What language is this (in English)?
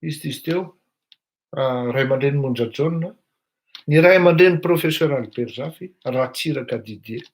Malagasy